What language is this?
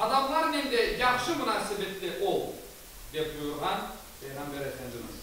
Crimean Tatar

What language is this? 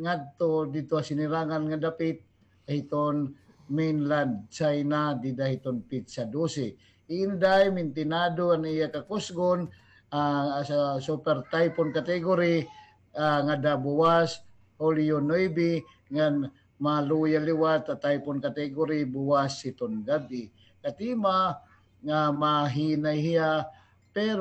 Waray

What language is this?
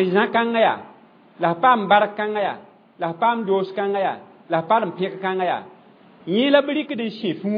Mossi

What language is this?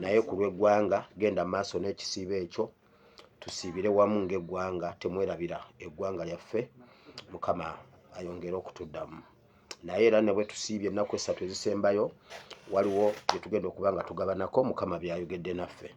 Ganda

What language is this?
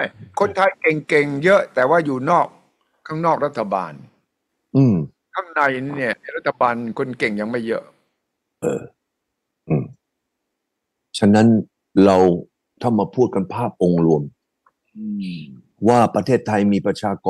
Thai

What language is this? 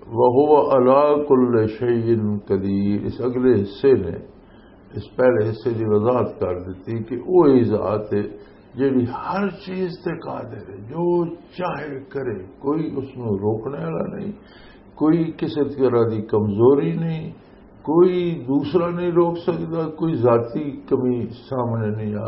Western Panjabi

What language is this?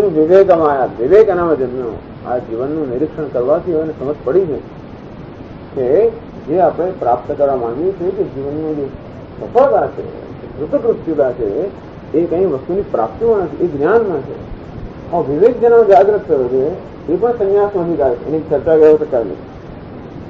Gujarati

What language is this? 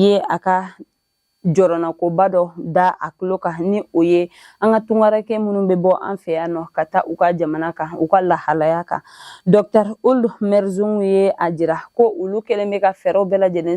Bambara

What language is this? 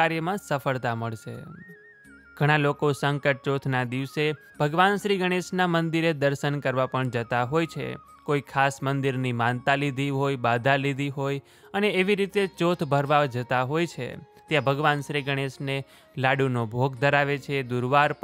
Gujarati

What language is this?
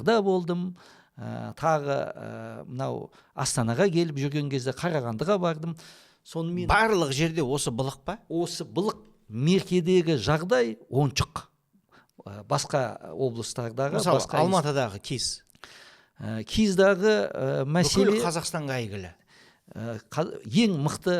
Kazakh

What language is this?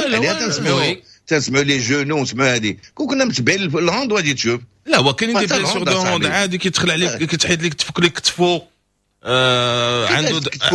Moroccan Arabic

